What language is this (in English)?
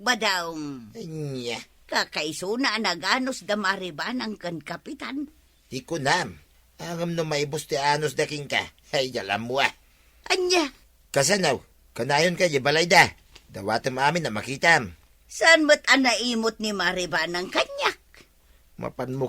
Iloko